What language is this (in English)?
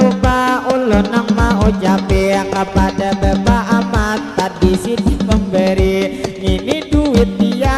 Banjar